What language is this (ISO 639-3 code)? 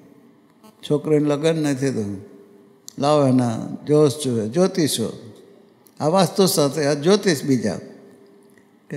guj